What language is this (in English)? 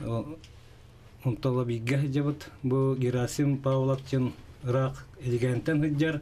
Yakut